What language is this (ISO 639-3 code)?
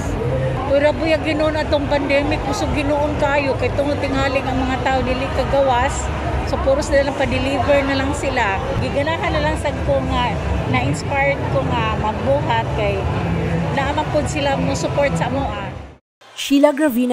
ceb